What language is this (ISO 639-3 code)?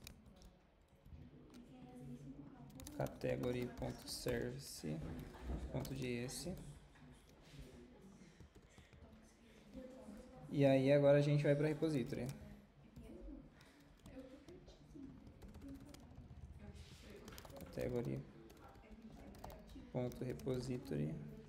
por